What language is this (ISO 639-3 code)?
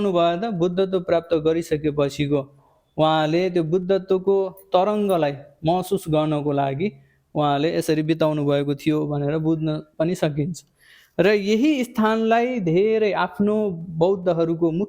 nep